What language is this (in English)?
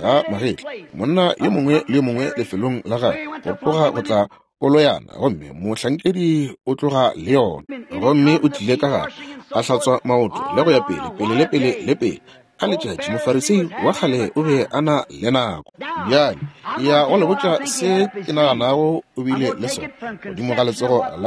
Northern Sotho